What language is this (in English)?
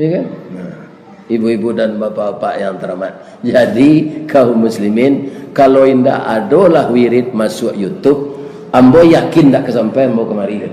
Minangkabau